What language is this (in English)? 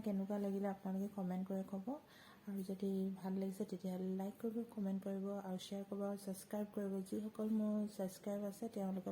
Assamese